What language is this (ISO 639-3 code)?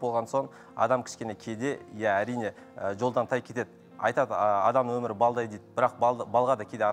kaz